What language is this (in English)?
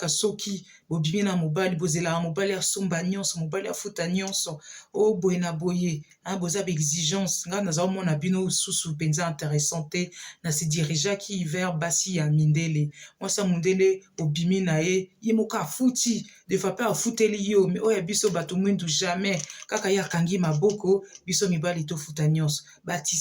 Lingala